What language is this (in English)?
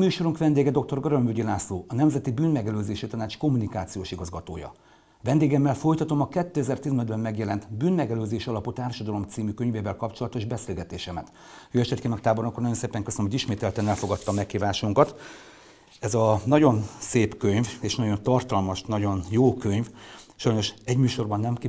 Hungarian